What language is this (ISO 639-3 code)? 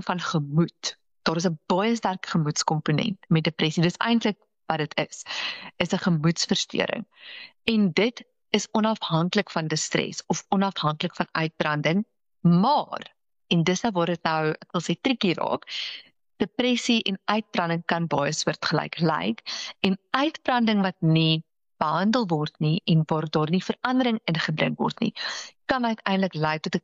afr